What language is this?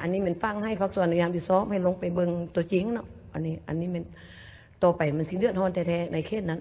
Lao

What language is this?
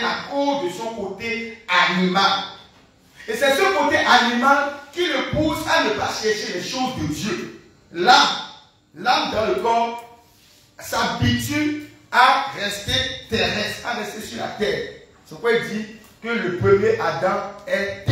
French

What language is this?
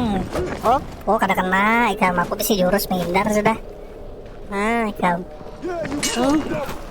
Banjar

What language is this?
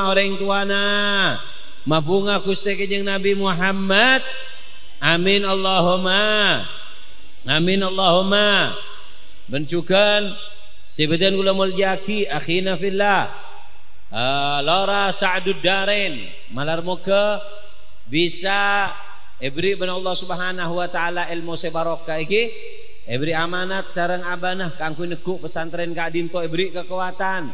Madurese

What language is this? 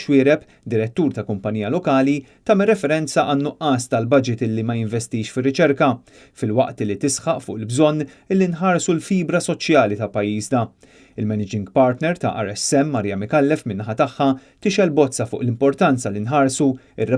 Maltese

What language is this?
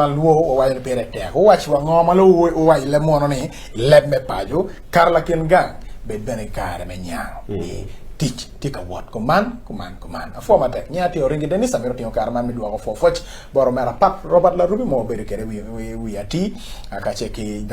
Acoli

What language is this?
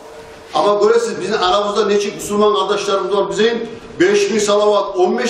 Kumyk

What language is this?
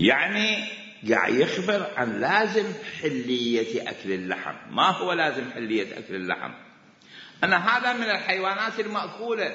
Mesopotamian Arabic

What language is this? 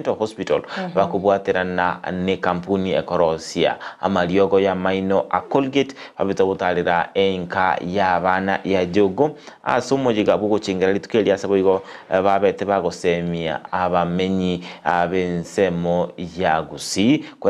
Gusii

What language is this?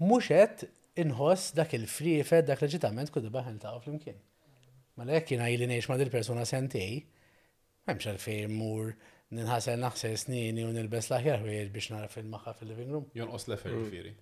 Maltese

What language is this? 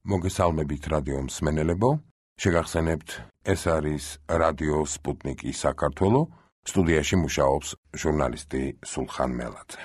Georgian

